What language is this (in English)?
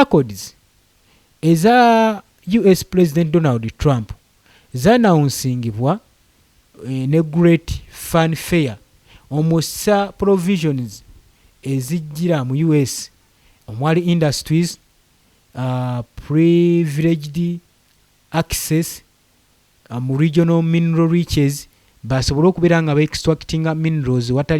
Ganda